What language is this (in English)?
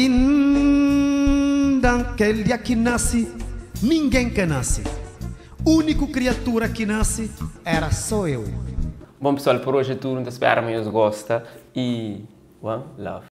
Kabuverdianu